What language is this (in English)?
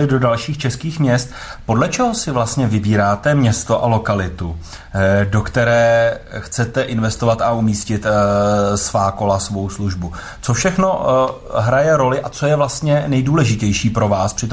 Czech